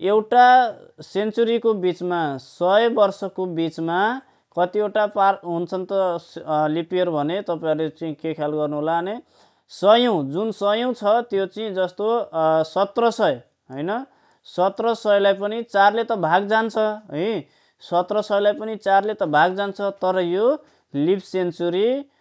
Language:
Nepali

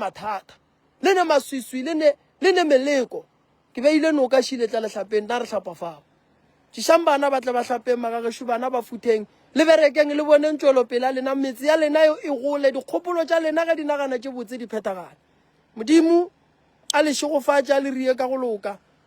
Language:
Northern Sotho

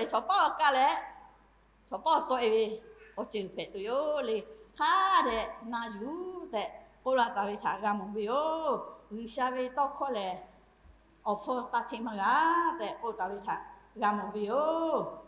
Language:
Lahu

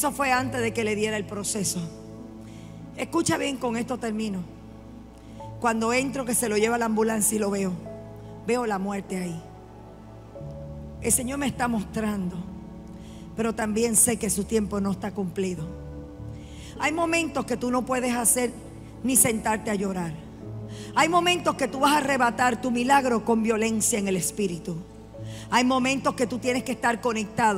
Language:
Spanish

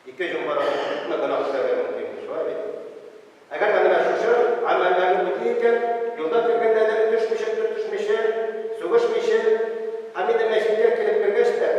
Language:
Tatar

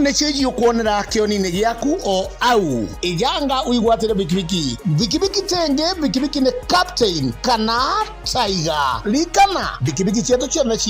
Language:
Meru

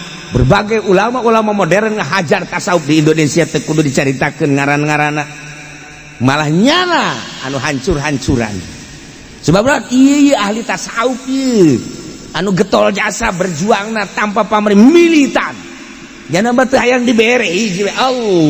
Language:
Sundanese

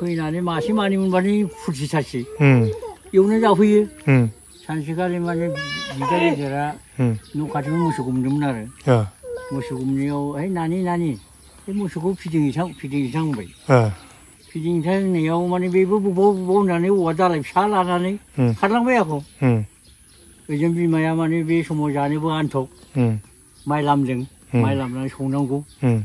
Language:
Bodo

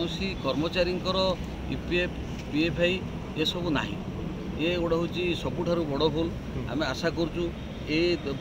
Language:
Odia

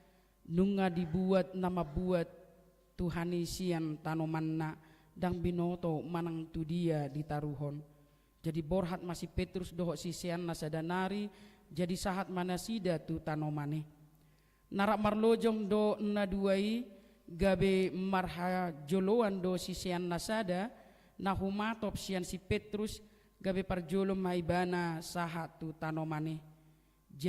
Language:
Batak Toba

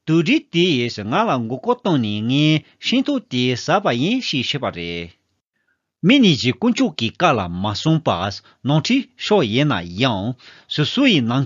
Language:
Tibetan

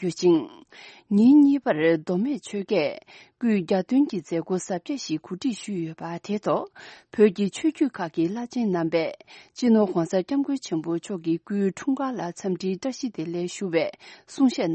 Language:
Tibetan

